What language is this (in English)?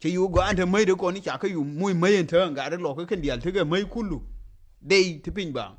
Nuer